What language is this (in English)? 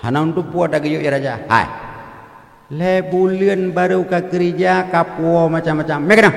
Achinese